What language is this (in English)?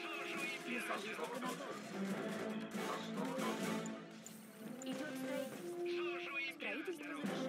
Russian